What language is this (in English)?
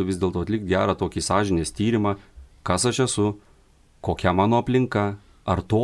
Lithuanian